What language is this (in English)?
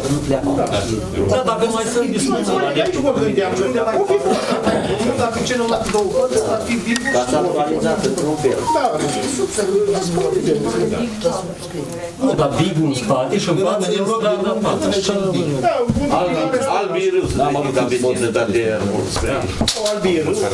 Romanian